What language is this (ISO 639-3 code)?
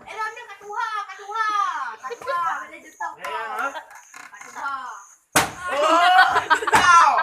ace